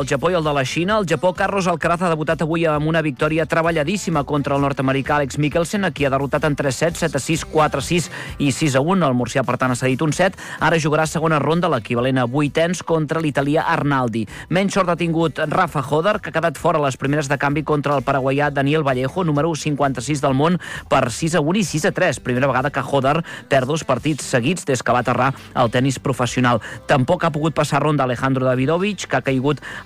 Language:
Catalan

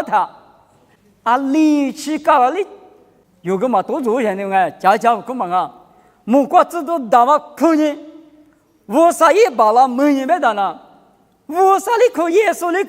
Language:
Lisu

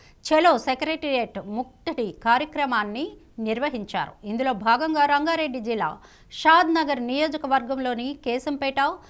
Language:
Telugu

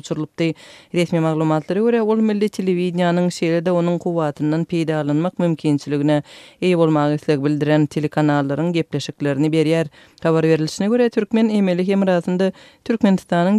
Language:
Turkmen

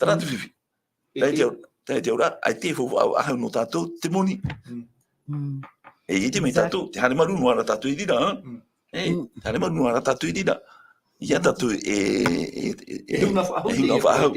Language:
Tahitian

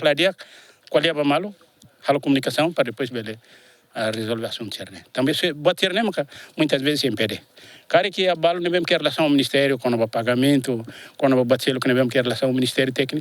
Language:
Tetum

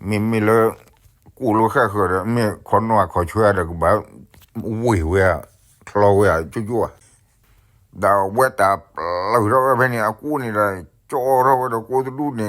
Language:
S'gaw Karen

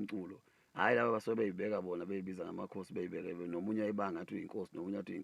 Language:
Zulu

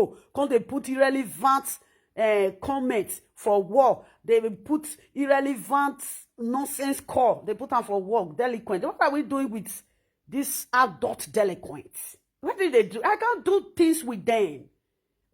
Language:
Nigerian Pidgin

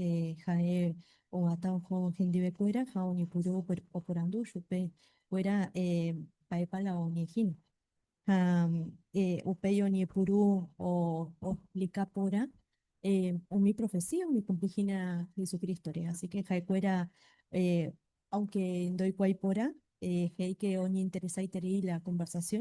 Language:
Guarani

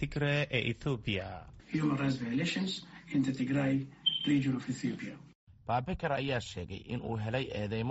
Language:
Somali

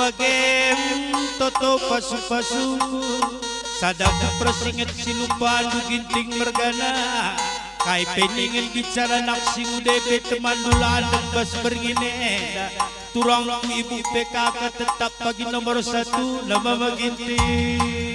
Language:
Batak Karo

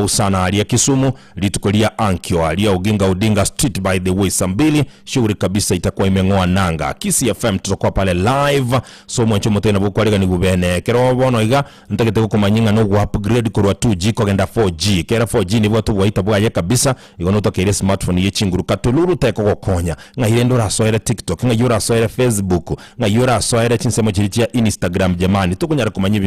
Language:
Gusii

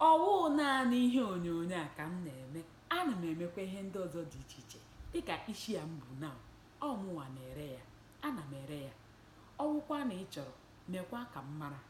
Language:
Igbo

